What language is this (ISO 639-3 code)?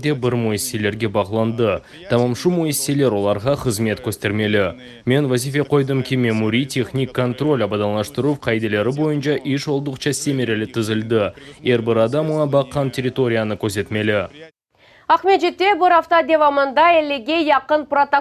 crh